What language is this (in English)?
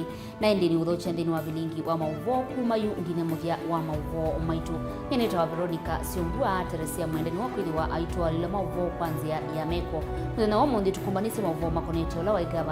Kamba